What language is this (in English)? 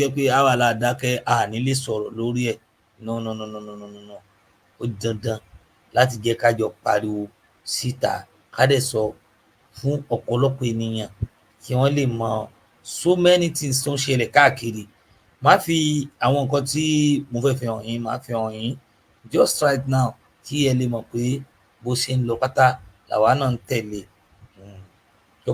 Yoruba